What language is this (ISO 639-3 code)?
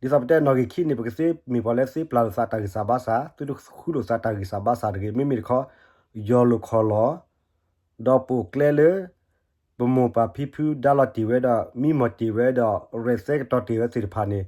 ksw